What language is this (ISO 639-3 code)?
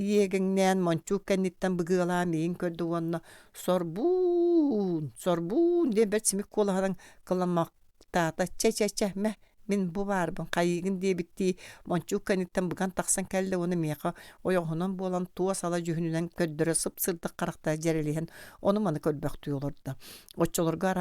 sah